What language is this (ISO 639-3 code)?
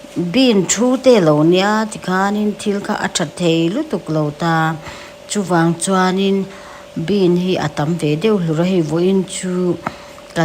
lus